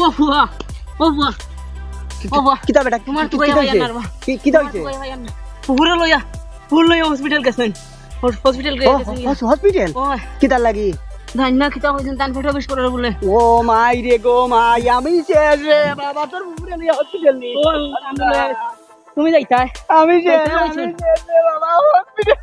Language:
Sylheti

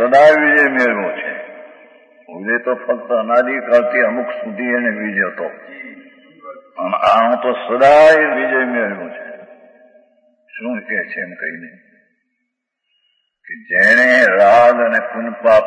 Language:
Gujarati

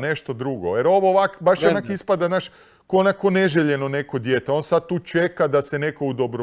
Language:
Croatian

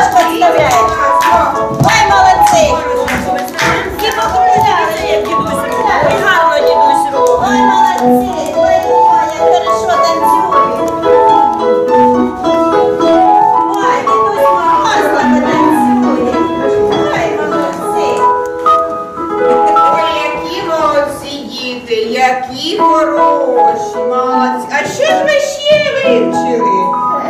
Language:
Ukrainian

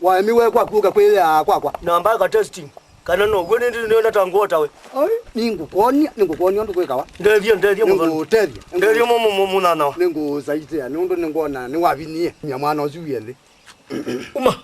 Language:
Kamba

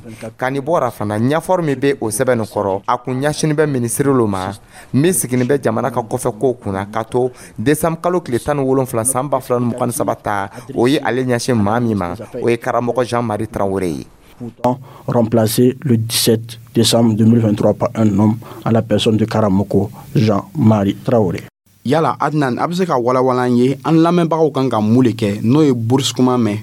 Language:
Dyula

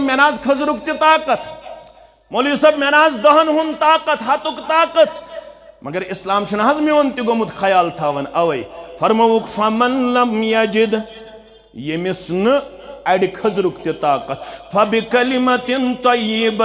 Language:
Kashmiri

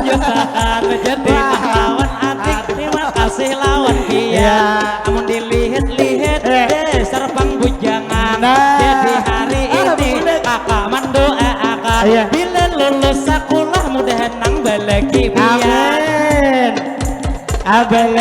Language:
Banjar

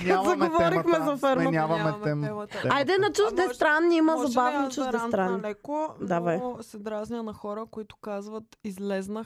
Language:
Bulgarian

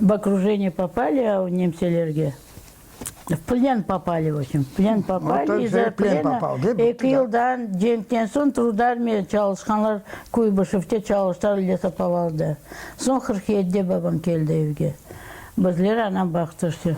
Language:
Crimean Tatar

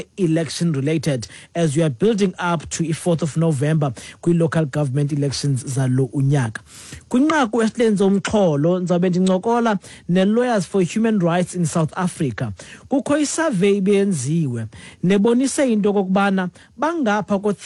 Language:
Xhosa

